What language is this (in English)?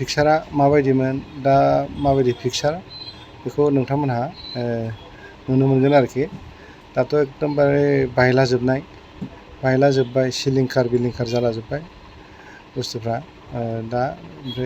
Bodo